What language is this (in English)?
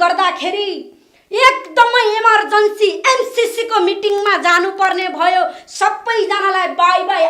Nepali